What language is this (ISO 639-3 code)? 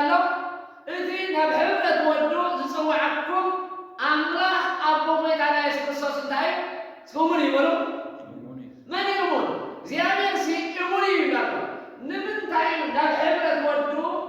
tir